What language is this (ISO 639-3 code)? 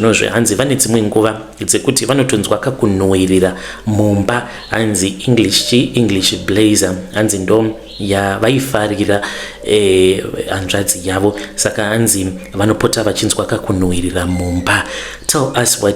sna